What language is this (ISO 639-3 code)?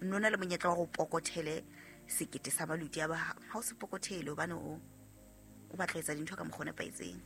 sot